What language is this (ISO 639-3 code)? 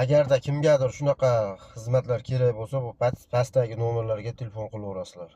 uzb